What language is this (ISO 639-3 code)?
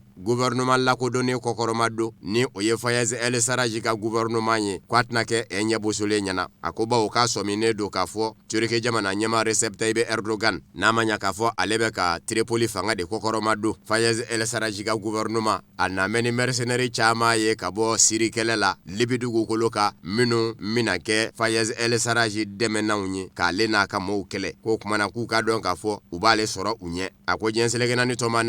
bam